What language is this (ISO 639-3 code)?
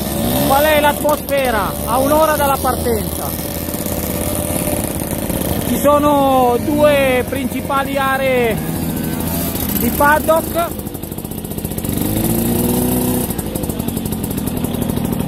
ita